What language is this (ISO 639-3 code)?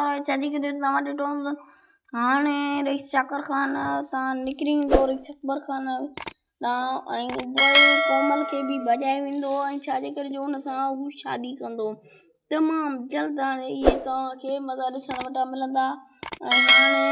snd